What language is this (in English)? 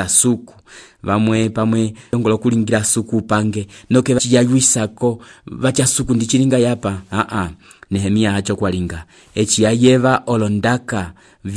Umbundu